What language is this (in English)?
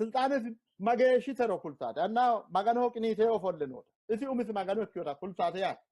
Sidamo